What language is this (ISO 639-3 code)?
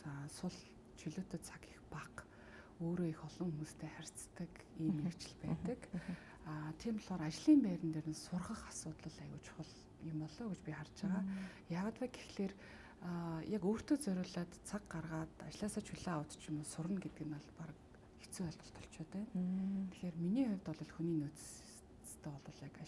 mon